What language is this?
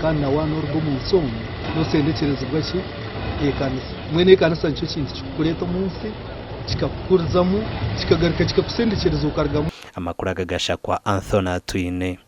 Nyankole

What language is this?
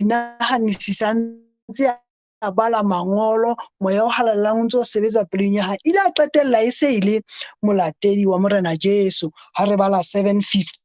Southern Sotho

